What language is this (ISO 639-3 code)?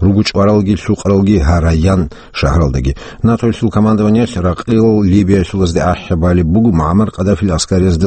ava